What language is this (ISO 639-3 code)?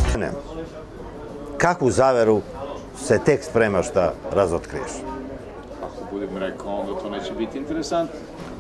srp